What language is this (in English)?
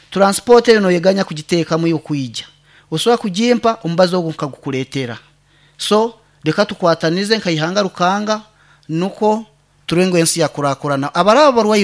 Nyankole